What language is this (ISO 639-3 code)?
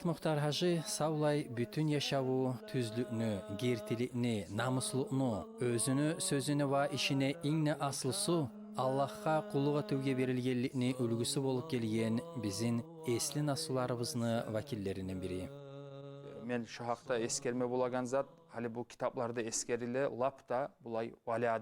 kum